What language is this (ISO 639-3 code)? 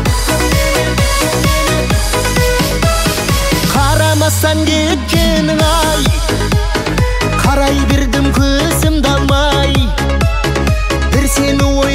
kaz